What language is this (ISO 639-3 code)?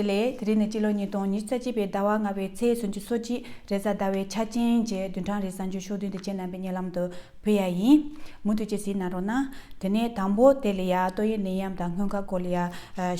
bod